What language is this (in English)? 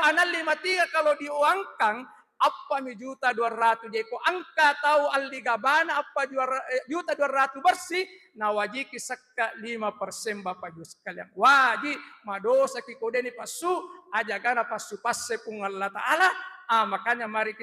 Buginese